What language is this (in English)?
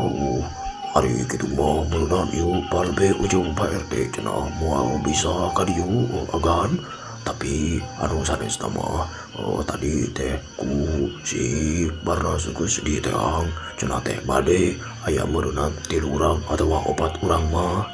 Sundanese